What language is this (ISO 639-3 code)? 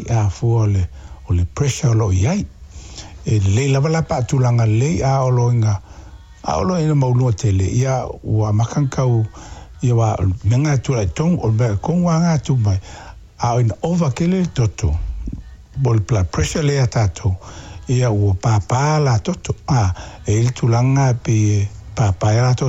smo